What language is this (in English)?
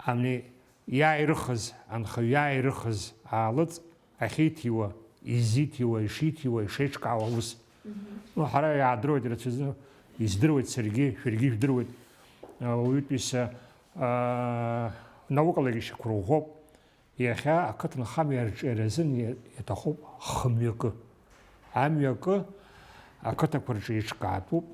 Abkhazian